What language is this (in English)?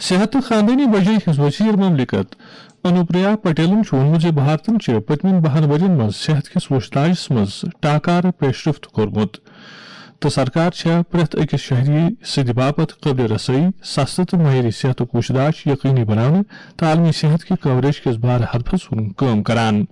Kashmiri